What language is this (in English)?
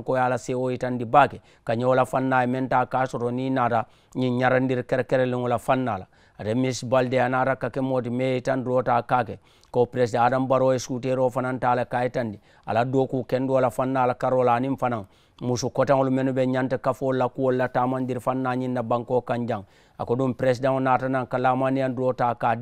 Mandingo